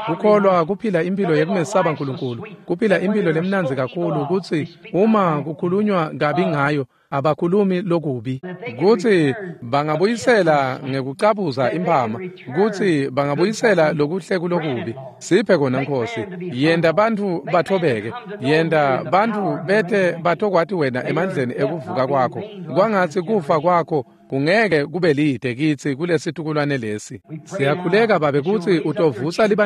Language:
Swati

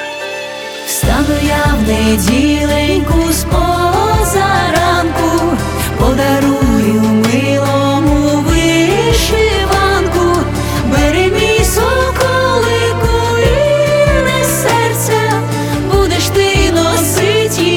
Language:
Ukrainian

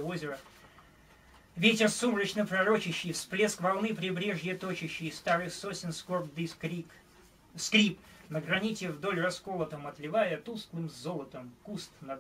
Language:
Russian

